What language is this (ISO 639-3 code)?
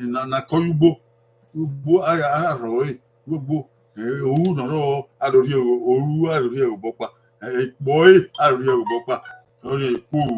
bin